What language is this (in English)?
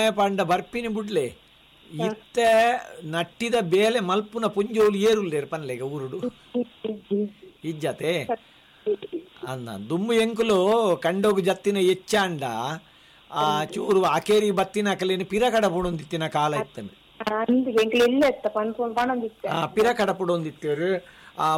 Tulu